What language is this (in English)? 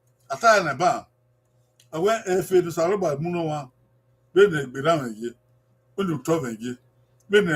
Bini